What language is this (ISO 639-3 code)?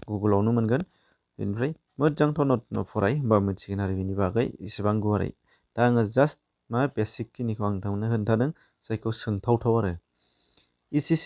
brx